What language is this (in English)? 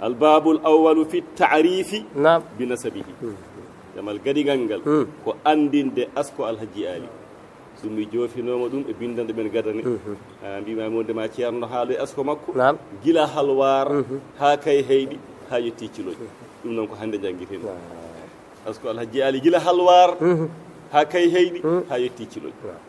Fula